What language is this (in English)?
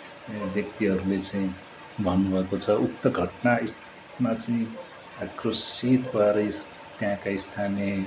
Nepali